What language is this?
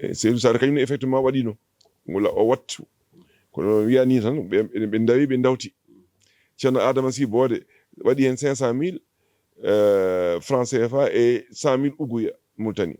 Fula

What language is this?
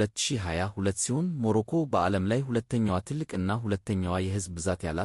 Amharic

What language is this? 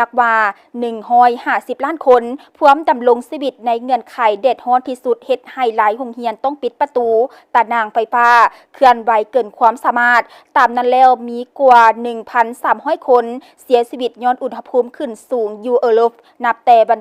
Lao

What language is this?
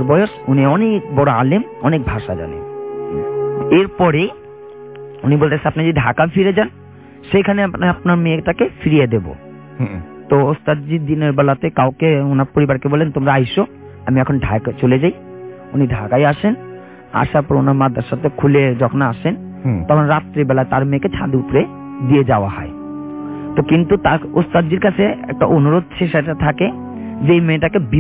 Bangla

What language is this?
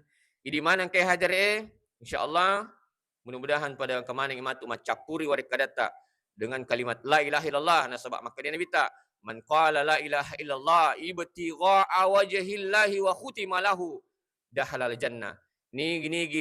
Buginese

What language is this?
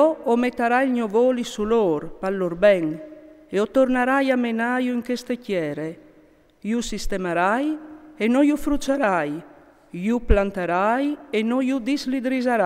Friulian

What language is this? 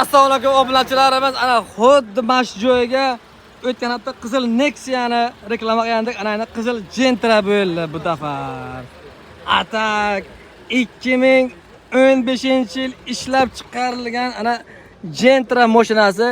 Uzbek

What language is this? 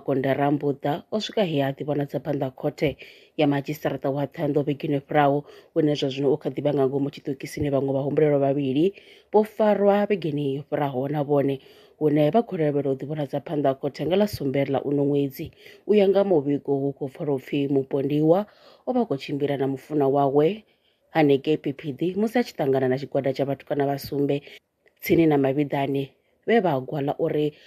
Venda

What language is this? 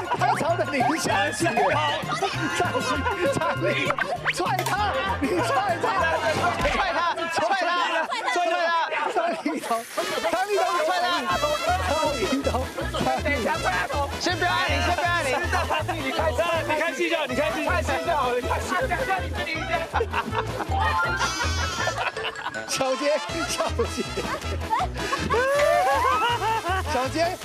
Chinese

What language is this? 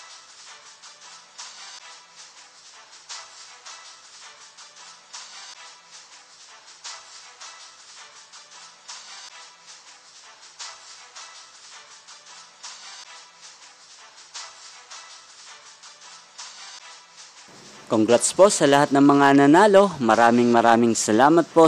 Filipino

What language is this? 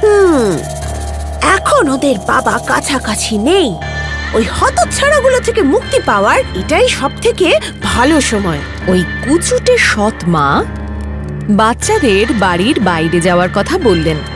Bangla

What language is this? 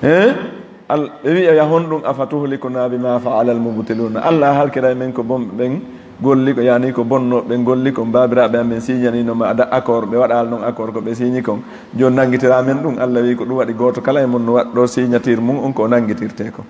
Fula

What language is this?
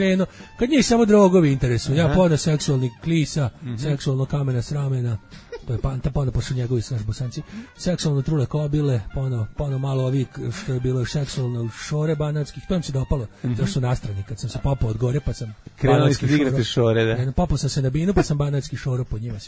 Serbian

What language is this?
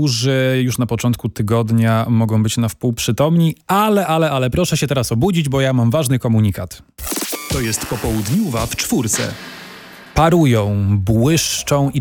Polish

